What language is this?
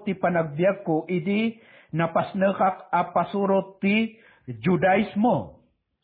Iloko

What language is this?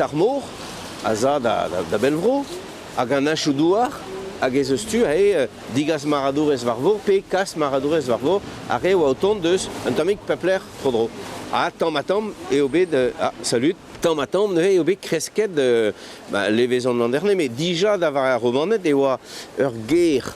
Breton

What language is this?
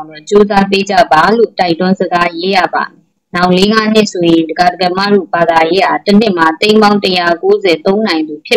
Burmese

